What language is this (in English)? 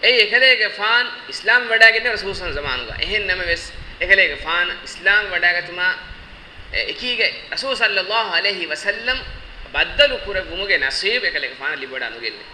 Divehi